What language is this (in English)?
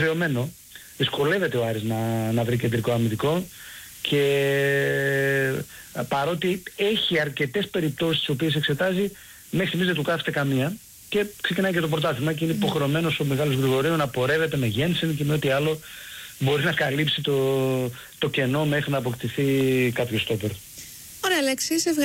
Greek